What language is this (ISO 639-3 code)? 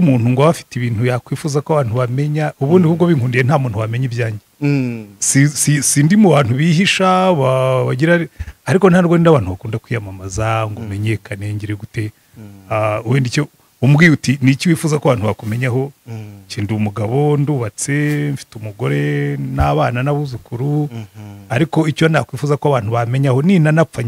kin